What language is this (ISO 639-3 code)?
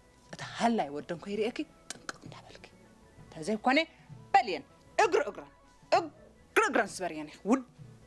tir